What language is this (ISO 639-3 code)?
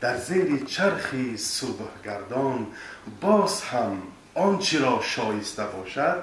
tgk